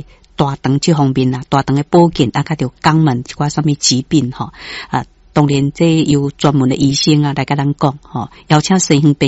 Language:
Min Nan Chinese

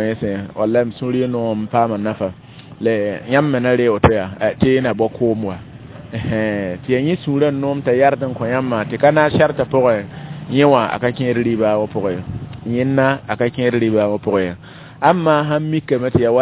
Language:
Mossi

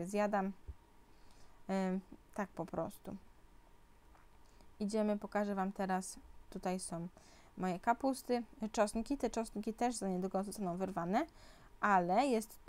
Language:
Polish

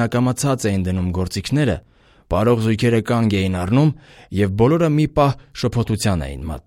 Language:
Armenian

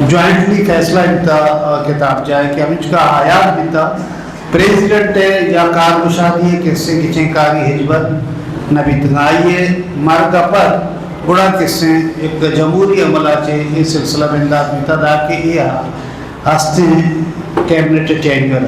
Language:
Eastern Balochi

